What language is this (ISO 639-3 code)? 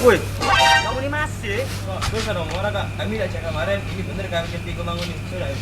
mui